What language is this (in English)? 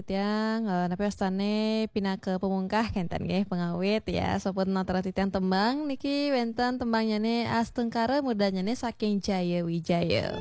Balinese